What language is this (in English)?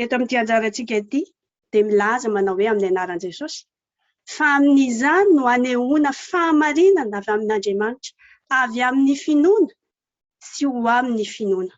Malagasy